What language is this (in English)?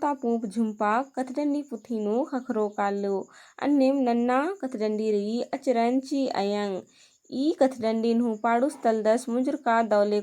Kurukh